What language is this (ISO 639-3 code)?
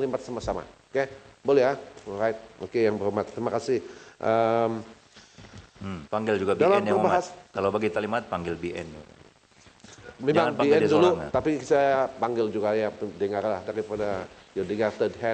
msa